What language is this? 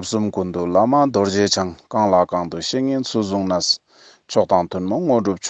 Ladakhi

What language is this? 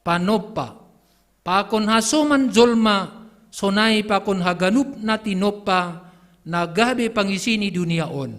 Batak Simalungun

